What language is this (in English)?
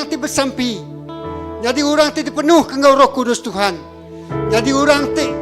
Iban